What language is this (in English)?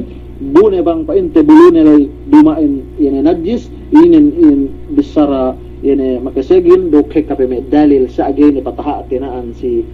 Yakan